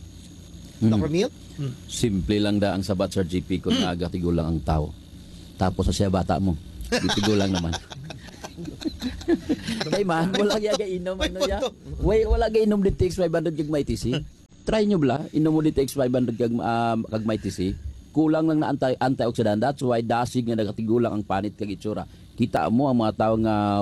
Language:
Hiligaynon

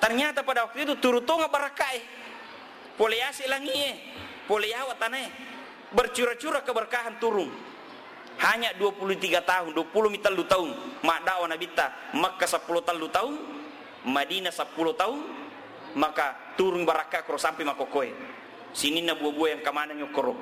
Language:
Buginese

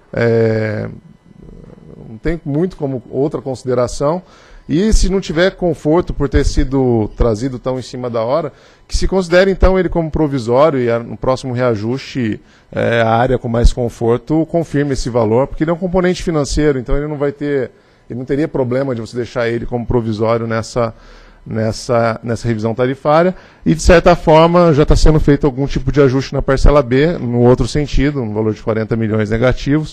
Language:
Portuguese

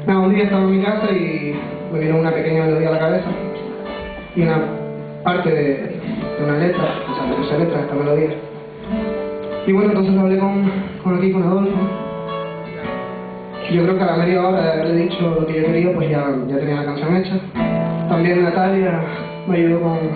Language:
Spanish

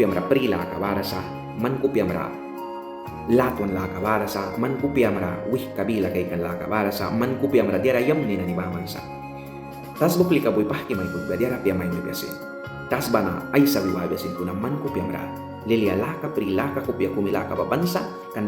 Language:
Mískito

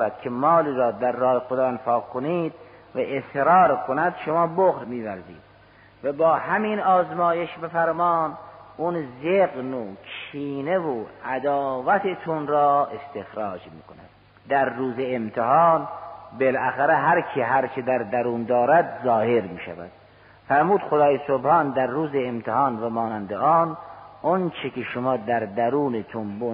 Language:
Persian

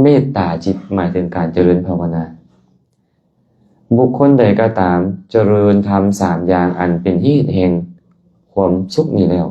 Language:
Lao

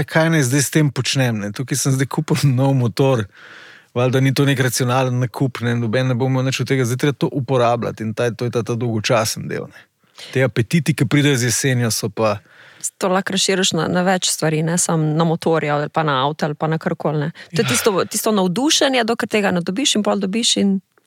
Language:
Slovenian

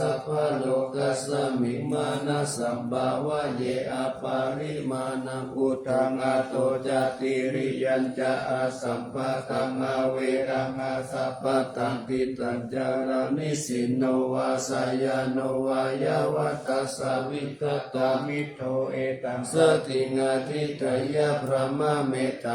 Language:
Pali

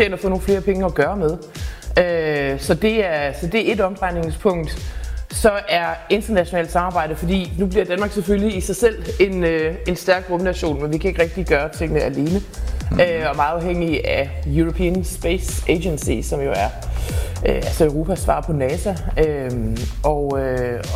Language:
Danish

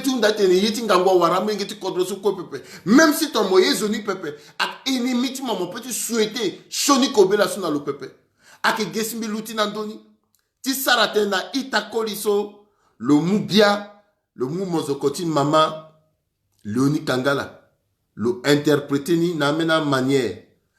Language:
Sango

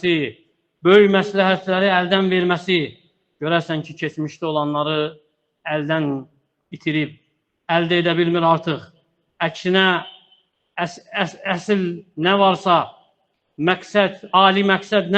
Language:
Azerbaijani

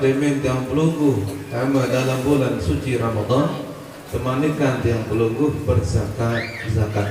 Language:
Sasak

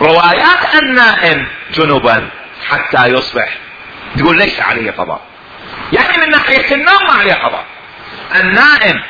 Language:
Mesopotamian Arabic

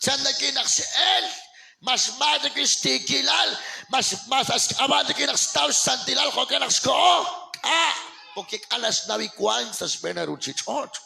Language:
Kekchí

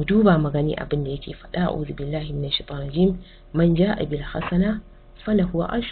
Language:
Hausa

